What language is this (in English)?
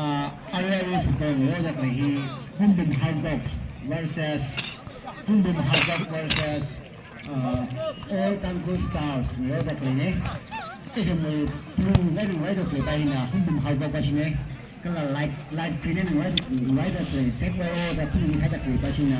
Tangkhul Naga (India)